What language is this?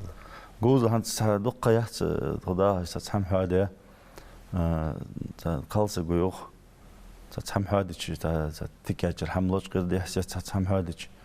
Ingush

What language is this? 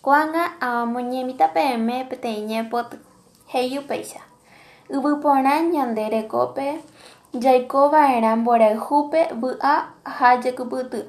Guarani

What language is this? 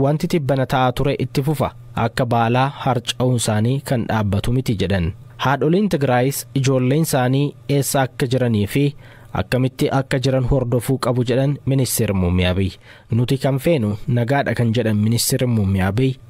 Oromo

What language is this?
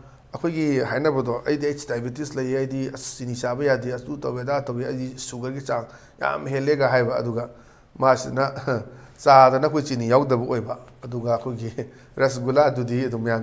Manipuri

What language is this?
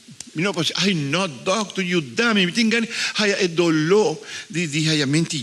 Papiamento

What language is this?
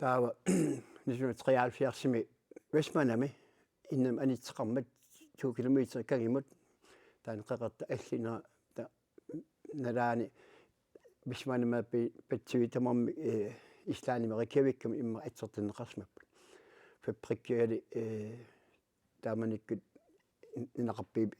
Kalaallisut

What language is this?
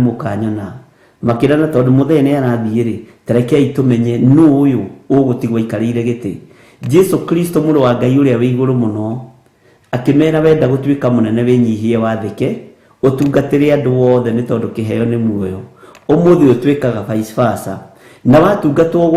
Kikuyu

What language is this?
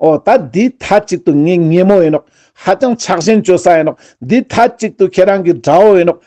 Ladakhi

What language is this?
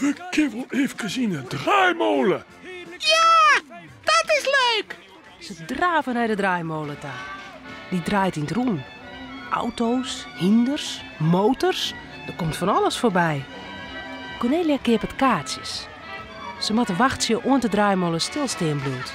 Western Frisian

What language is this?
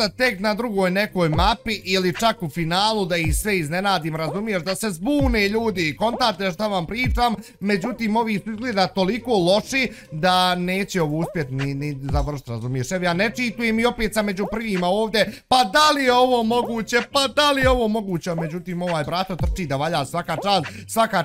Bosnian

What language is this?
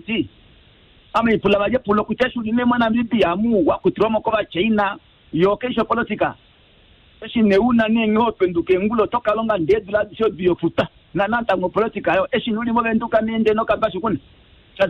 Kuanyama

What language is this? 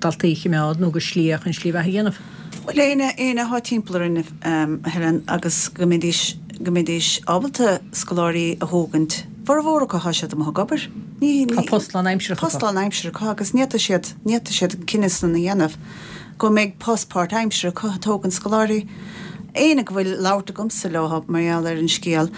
Irish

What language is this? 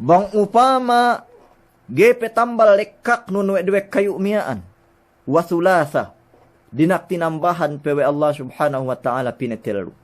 Yakan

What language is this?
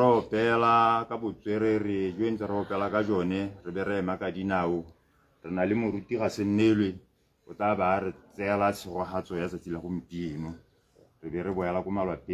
Tswana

